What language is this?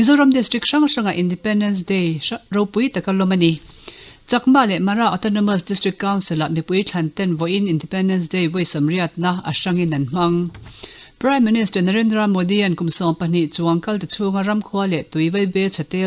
Mizo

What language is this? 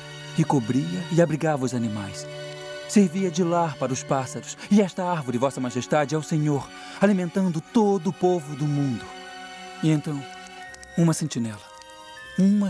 Portuguese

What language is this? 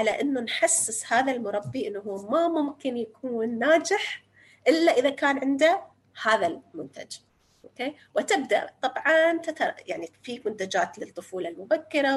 North Levantine Arabic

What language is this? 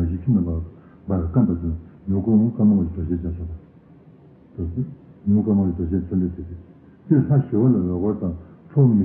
Tibetan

